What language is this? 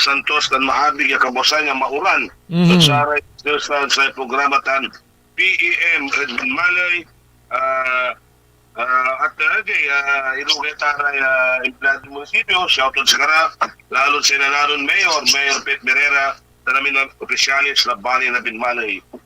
Pangasinan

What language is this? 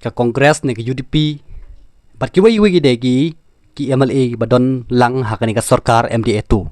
Khasi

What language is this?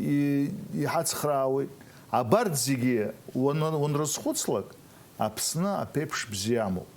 Abkhazian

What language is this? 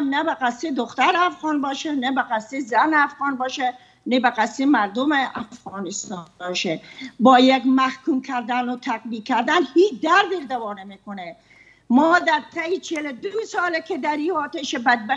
Persian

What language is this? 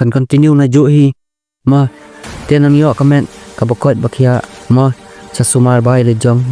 Khasi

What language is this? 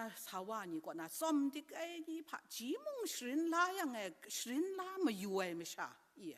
Kachin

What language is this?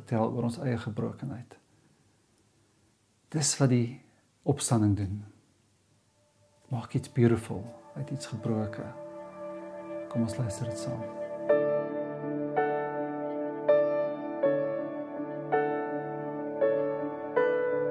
Afrikaans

